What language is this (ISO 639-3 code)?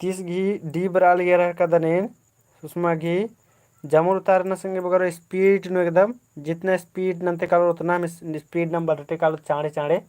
kru